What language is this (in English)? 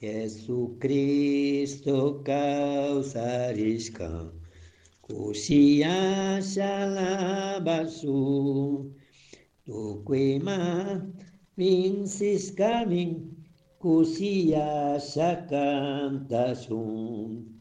Chimborazo Highland Quichua